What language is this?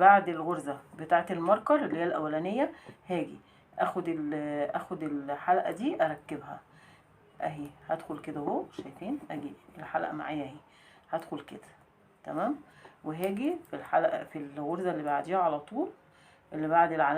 Egyptian Arabic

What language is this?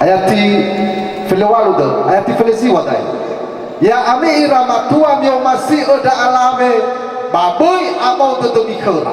Nias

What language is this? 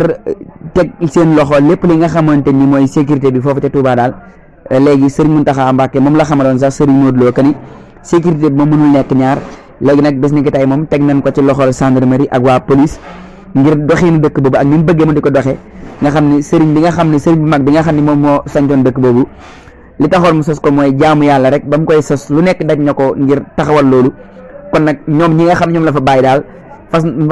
Wolof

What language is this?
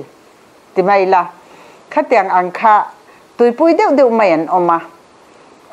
Mizo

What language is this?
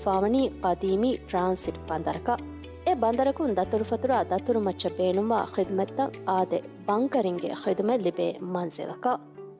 Divehi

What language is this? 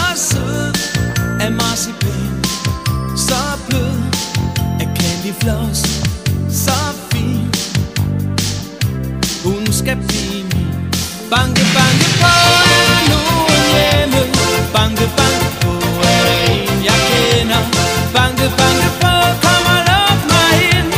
Danish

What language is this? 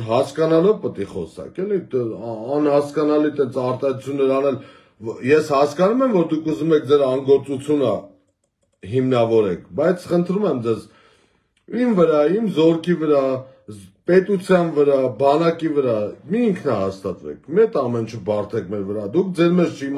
Armenian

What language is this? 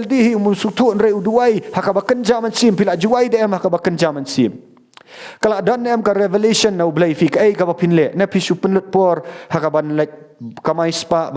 Khasi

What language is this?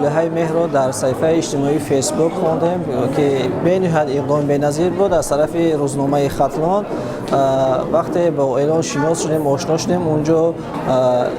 Tajik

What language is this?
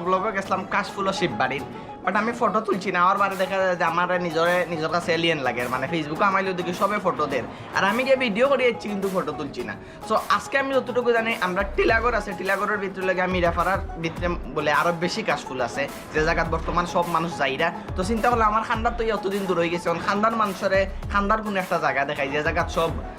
Sylheti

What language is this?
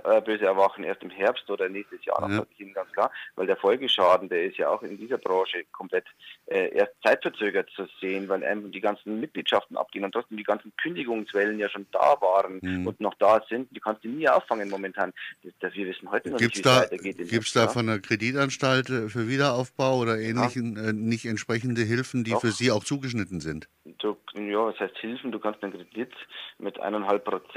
German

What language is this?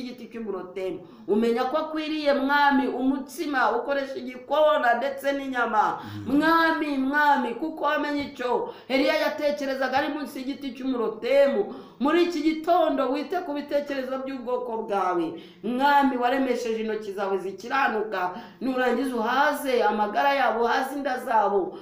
Kinyarwanda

